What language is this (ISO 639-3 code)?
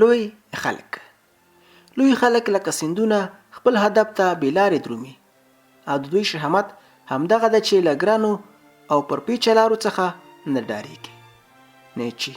pus